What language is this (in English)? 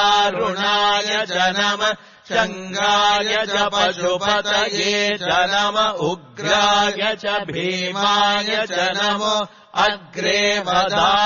Sanskrit